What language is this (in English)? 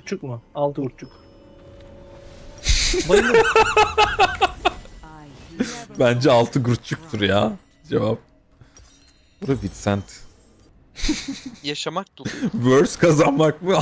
Turkish